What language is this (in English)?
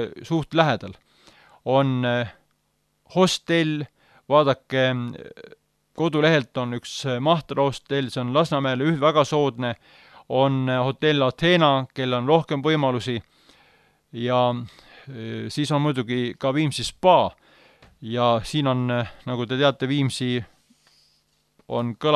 Estonian